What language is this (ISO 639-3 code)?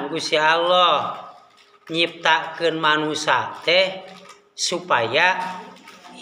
sun